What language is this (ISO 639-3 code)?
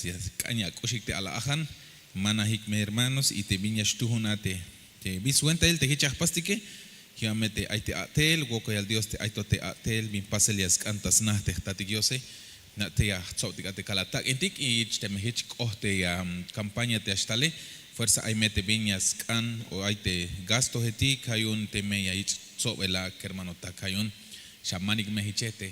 tzh